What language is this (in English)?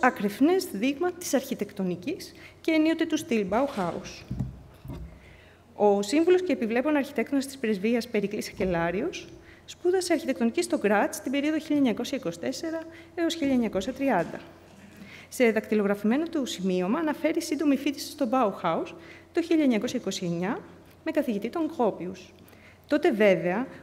Greek